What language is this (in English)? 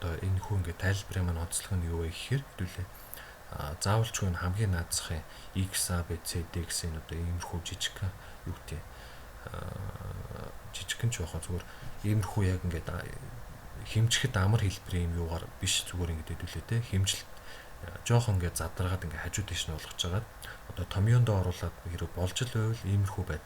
Mongolian